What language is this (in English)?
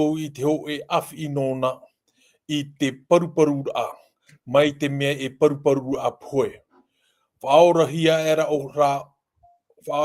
Tahitian